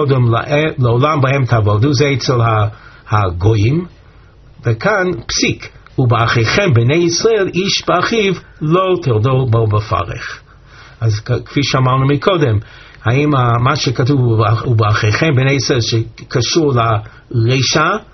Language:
Hebrew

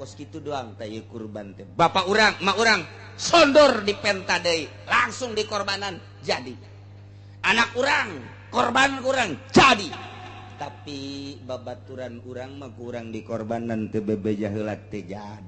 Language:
Sundanese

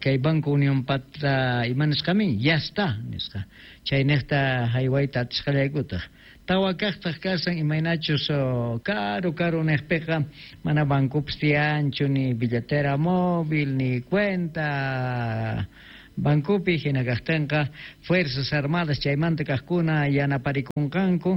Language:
Quechua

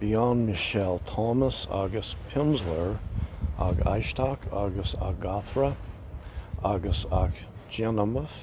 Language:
Irish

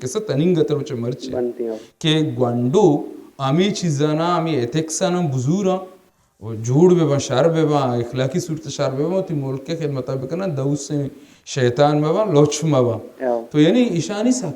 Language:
Baluchi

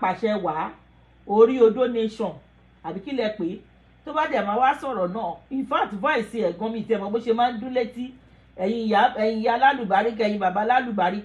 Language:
Yoruba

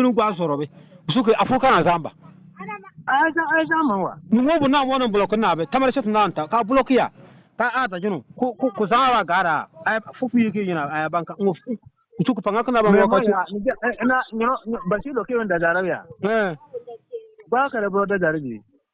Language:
Bissa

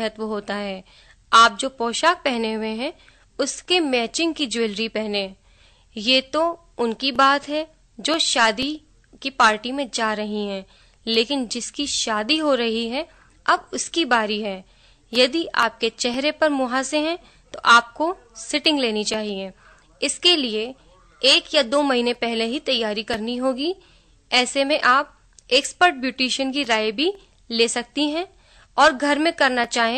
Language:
Hindi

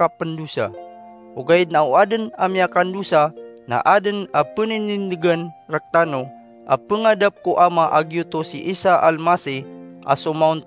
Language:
Maranao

